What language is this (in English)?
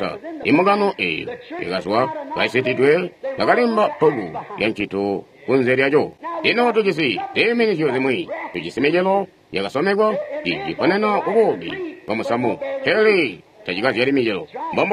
Tonga (Zambia)